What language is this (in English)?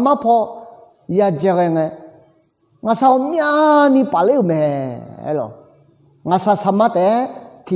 Akha